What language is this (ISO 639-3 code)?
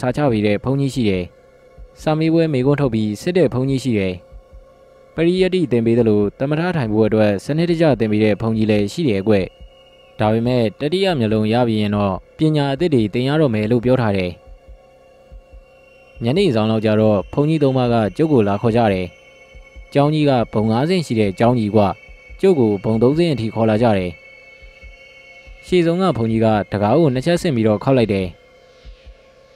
mya